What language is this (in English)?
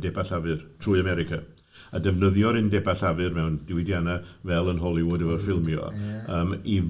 Welsh